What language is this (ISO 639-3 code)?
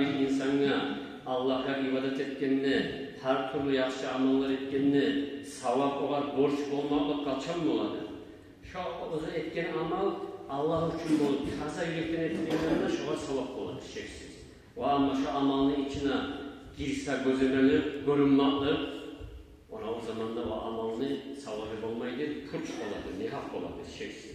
kum